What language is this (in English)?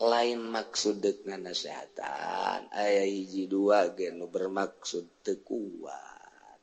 Sundanese